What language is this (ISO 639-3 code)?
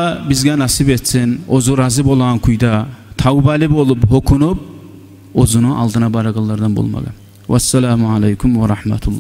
kum